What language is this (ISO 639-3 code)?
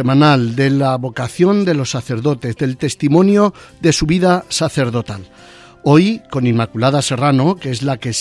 spa